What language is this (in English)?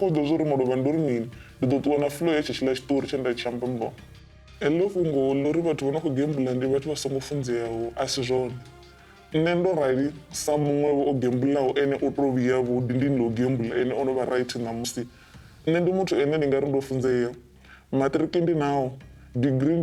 Venda